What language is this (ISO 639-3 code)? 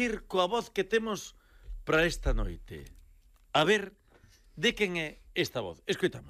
glg